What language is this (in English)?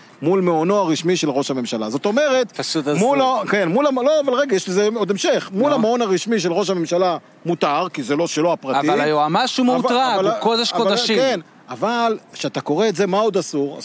Hebrew